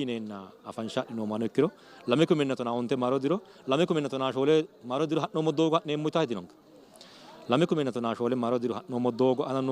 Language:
Sidamo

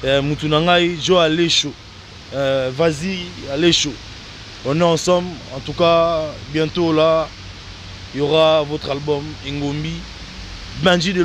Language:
Lingala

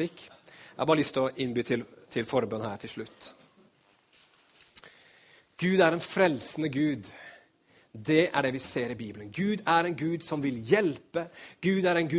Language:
Norwegian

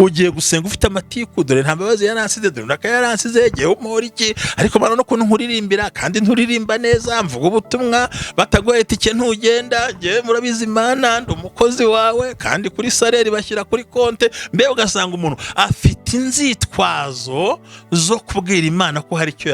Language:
Kinyarwanda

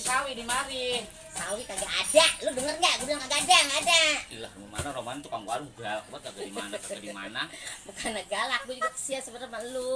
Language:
Betawi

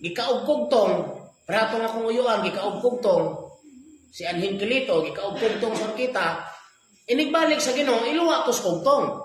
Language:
Cebuano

